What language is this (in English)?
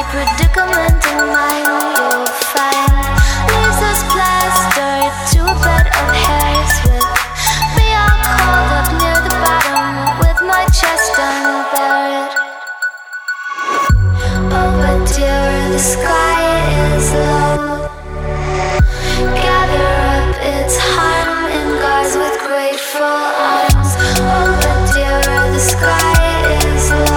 English